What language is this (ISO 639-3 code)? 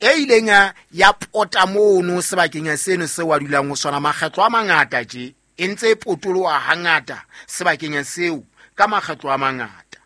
sot